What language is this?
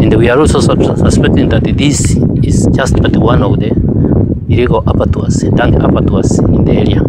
Kikuyu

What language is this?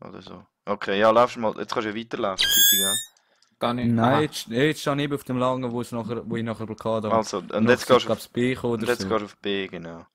Swiss German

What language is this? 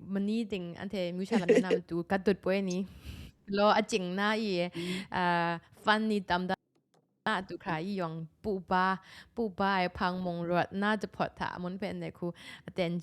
Kachin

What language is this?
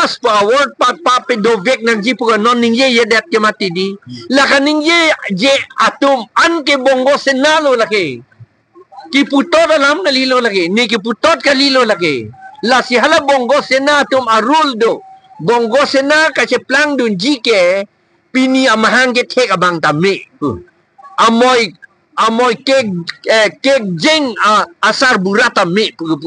Karbi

